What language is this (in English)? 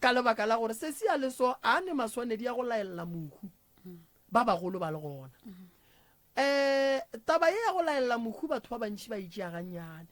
Northern Sotho